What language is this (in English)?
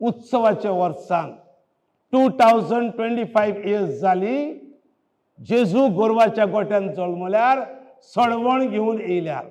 Konkani